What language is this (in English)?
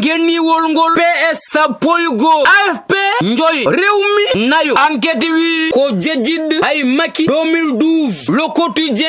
Fula